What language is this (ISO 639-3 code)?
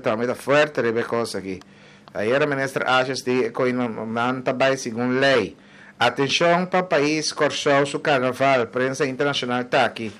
pap